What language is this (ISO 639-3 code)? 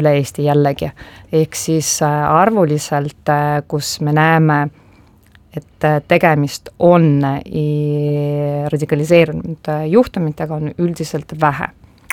est